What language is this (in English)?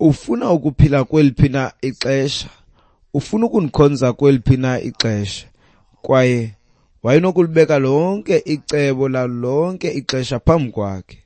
Xhosa